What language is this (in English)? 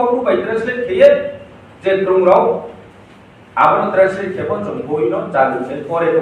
Riang (India)